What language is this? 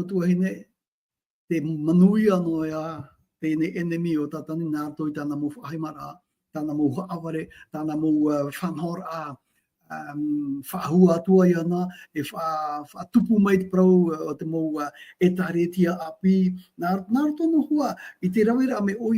Tahitian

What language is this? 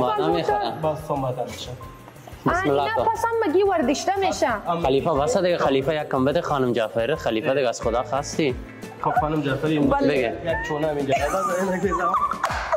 Persian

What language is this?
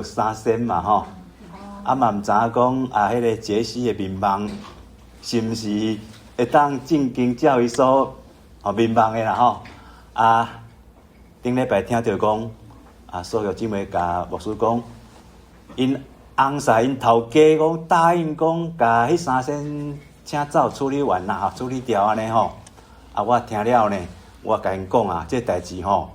Min Nan Chinese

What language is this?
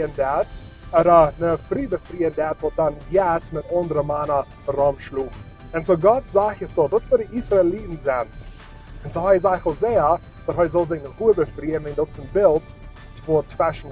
Plautdietsch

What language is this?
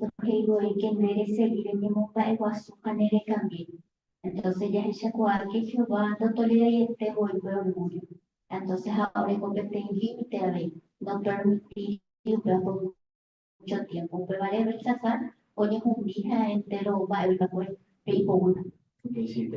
Guarani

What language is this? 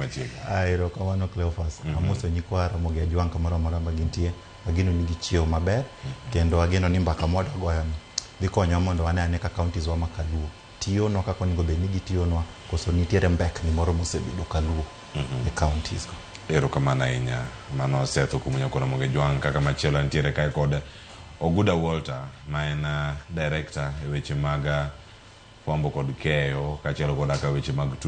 Luo (Kenya and Tanzania)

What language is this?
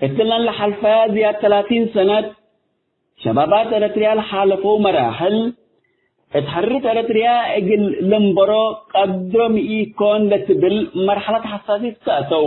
Tigre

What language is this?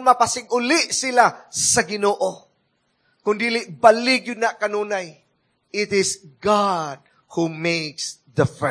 Cebuano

